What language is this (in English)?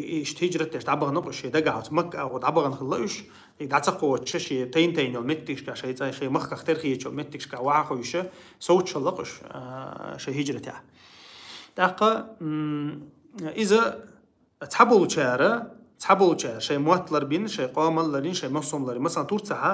Chechen